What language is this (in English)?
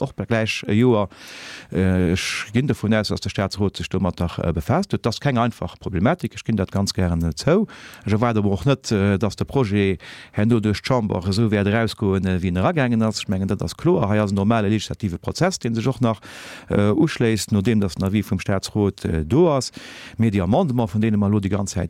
Luxembourgish